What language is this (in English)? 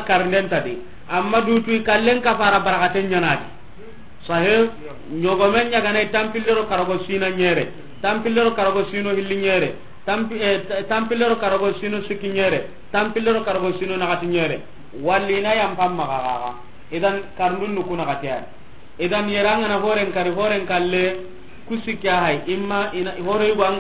Soninke